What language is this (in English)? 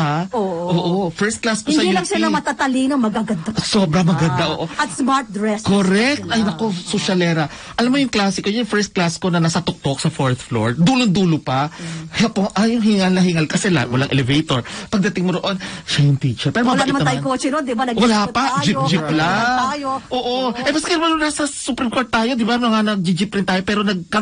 Filipino